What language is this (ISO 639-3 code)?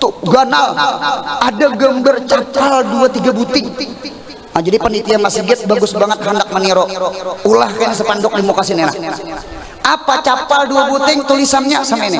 bjn